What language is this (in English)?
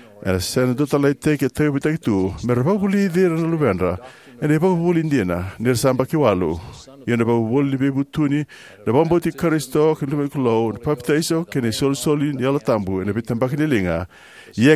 Fijian